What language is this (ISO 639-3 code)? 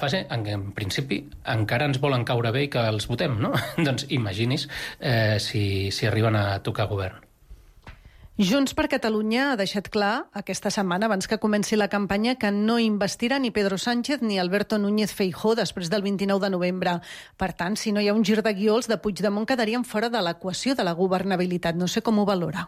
cat